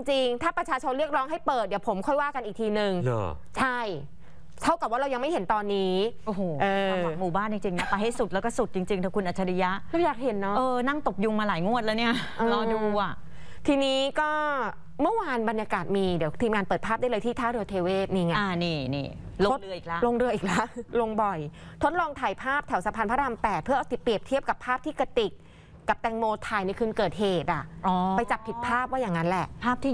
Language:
Thai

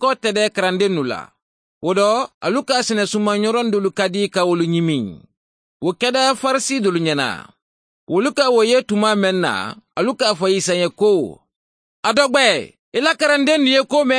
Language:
Mandingo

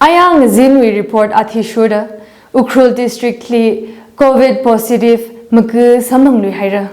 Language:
Tangkhul Naga (India)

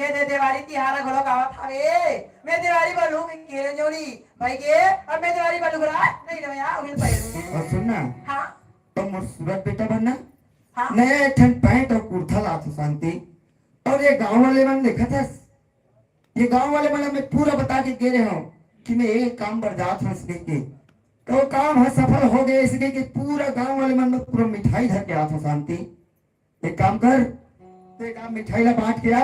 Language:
Chhattisgarhi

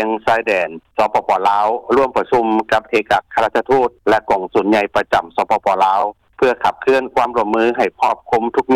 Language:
Lao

